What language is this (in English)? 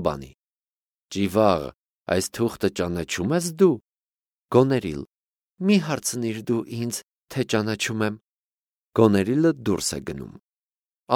Armenian